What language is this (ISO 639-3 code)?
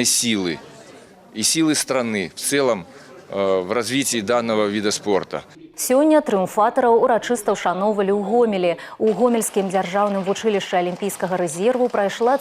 bel